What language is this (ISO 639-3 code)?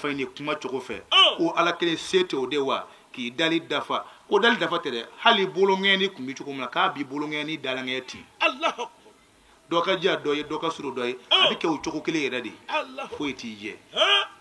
bam